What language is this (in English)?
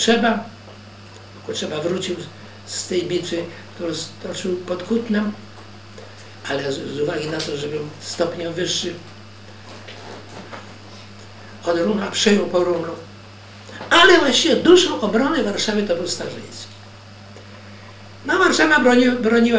Polish